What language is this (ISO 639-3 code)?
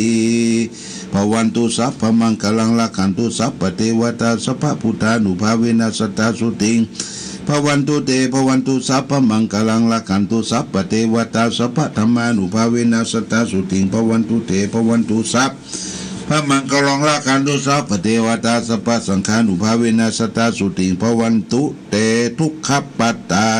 pli